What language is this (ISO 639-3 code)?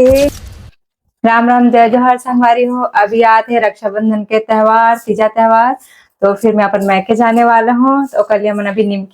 hne